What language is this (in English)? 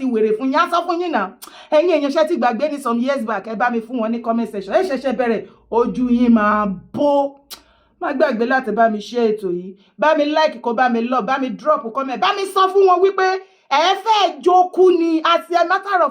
Yoruba